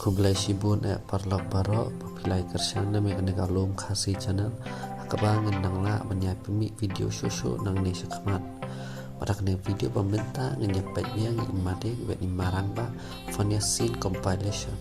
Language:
Khasi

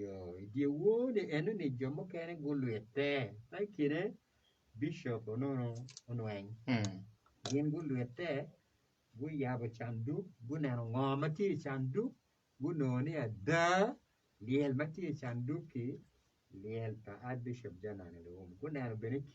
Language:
Acoli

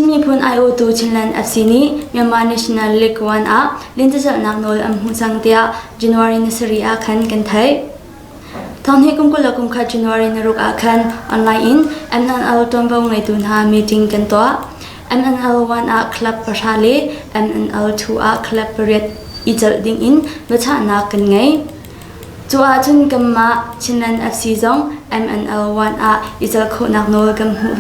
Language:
Hakha Chin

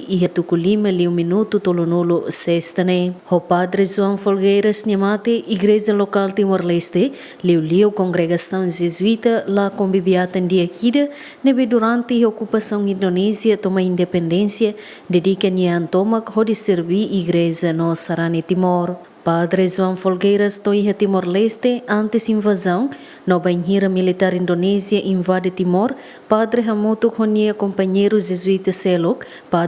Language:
Tetum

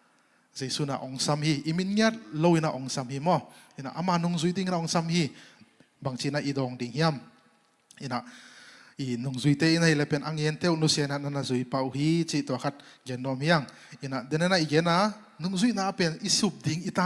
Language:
Tedim Chin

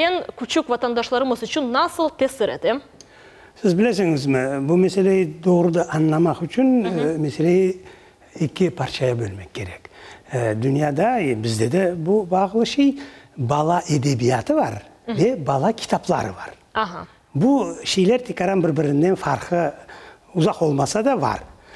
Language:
Crimean Tatar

